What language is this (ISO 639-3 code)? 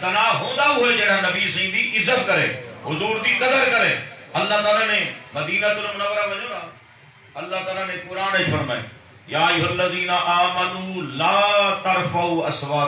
skr